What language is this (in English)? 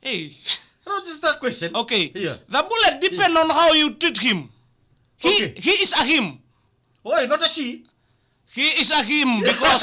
Fijian